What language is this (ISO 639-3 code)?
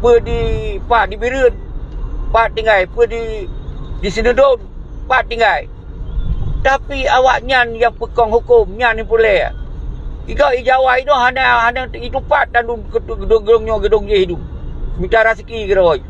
ace